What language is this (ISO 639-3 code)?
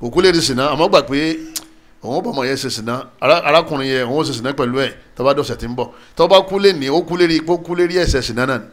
yor